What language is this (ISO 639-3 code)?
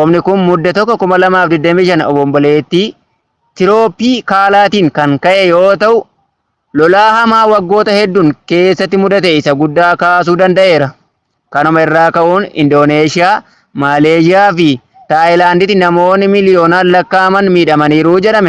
orm